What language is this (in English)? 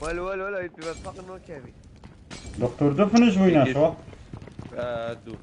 Kurdish